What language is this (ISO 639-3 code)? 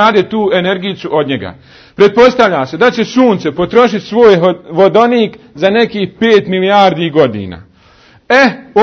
bos